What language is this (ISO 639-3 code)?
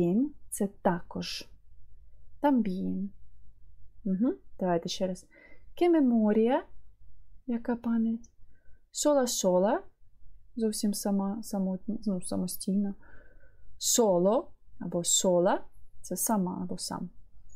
ukr